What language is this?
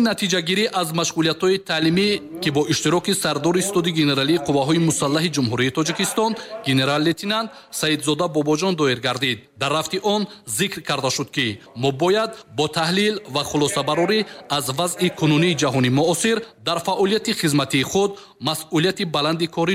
Tajik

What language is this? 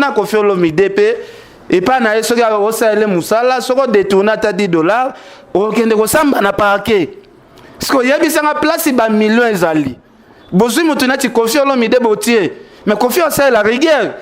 Lingala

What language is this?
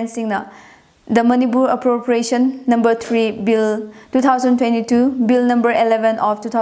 Tangkhul Naga (India)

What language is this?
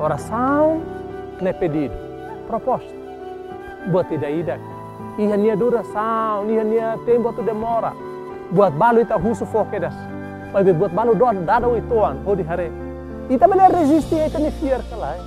Tetum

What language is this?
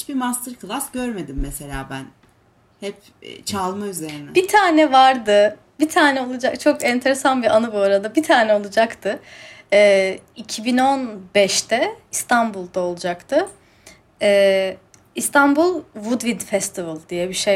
Turkish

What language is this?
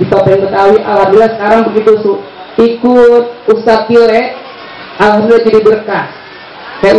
Betawi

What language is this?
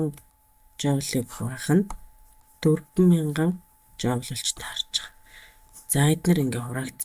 Mongolian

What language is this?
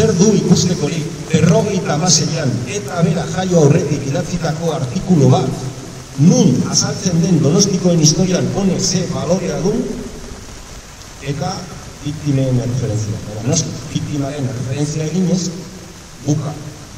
Basque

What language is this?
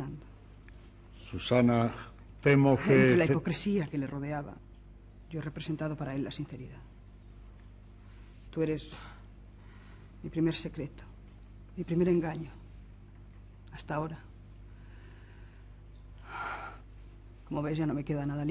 Spanish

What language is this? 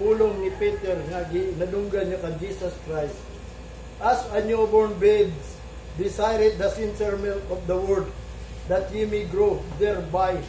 Cebuano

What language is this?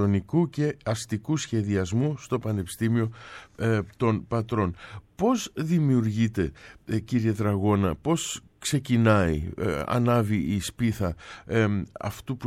Greek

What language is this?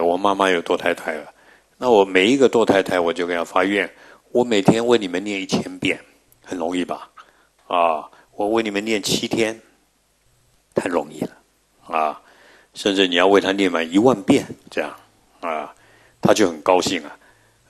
Chinese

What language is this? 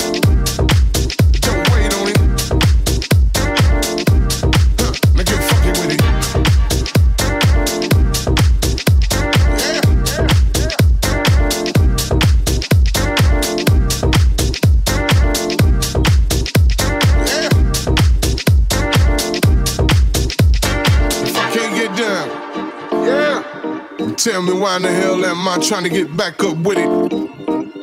English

